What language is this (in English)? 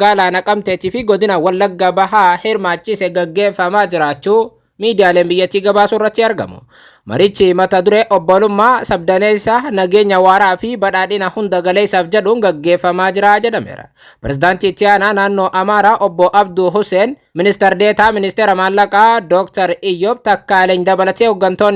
Oromo